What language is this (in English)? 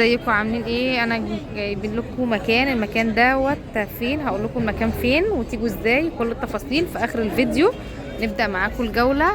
Egyptian Arabic